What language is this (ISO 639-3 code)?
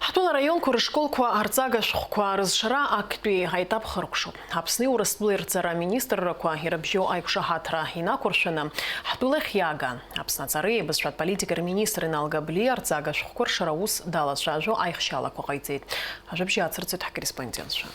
abk